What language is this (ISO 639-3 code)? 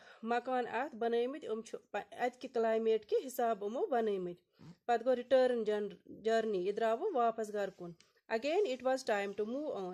kas